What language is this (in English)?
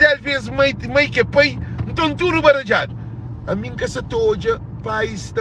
Kabuverdianu